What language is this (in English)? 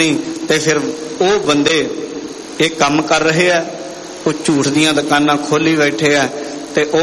Punjabi